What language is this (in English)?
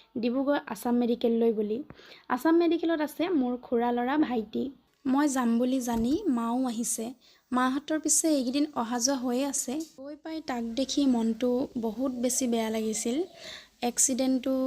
Assamese